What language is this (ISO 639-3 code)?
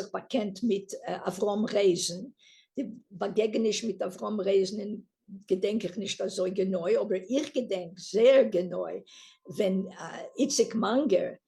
yid